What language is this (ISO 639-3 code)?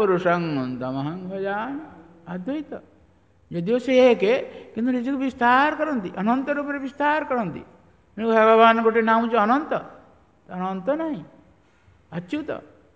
ori